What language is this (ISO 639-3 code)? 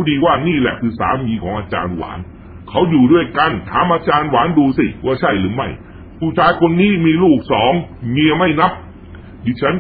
tha